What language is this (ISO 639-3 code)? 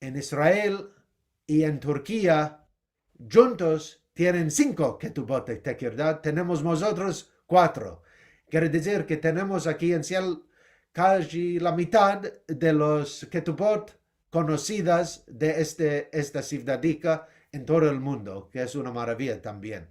lad